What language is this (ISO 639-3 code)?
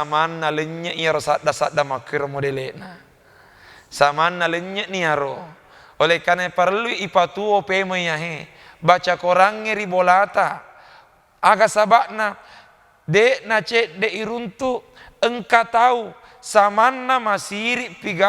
bug